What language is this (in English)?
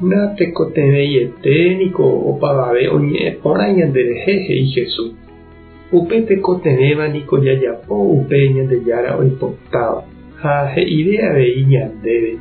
Guarani